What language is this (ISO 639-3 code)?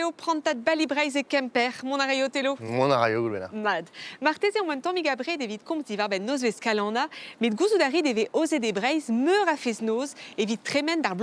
bre